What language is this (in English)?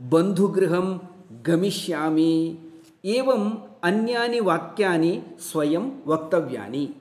Sanskrit